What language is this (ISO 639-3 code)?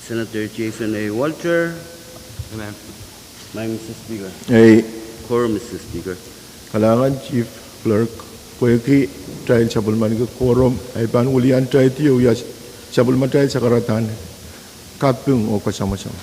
pon